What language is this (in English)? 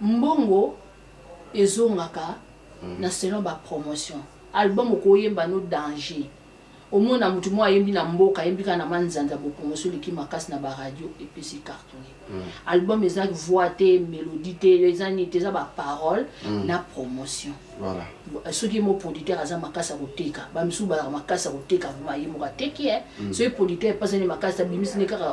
Lingala